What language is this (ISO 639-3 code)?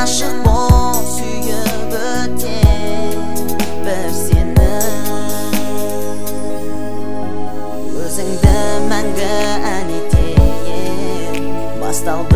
kaz